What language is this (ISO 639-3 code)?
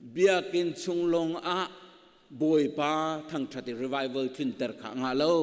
cnh